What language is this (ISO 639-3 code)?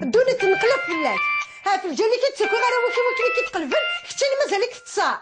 kab